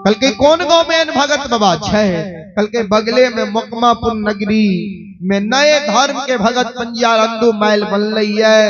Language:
Maithili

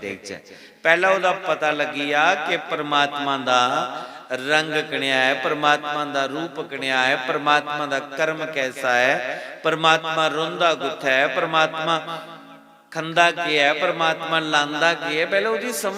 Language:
Dogri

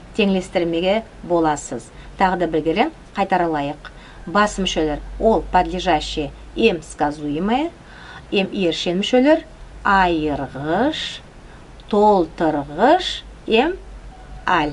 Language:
Nogai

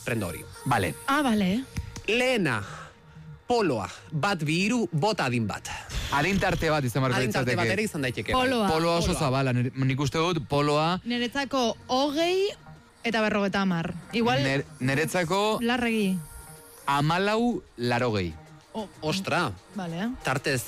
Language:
Basque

